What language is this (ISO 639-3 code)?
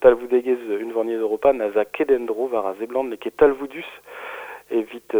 bre